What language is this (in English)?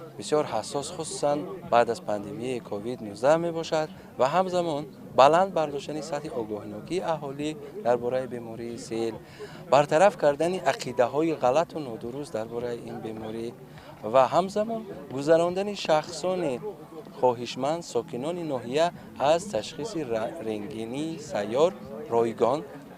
Tajik